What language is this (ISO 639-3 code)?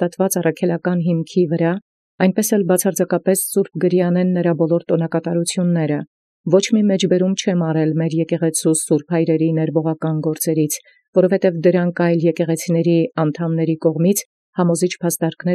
hye